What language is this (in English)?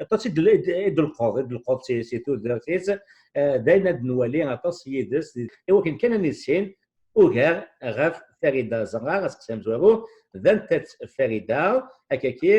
Kabyle